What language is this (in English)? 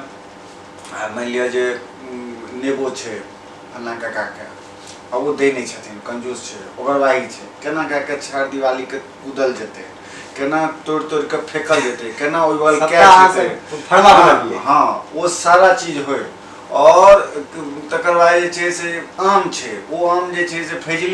Maithili